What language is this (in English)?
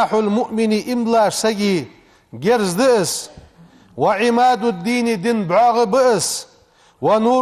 Ingush